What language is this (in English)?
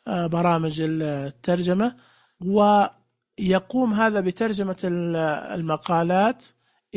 Najdi Arabic